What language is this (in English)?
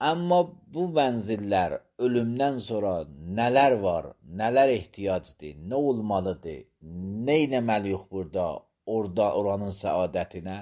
Azerbaijani